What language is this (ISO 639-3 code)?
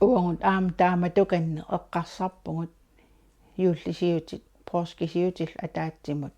kal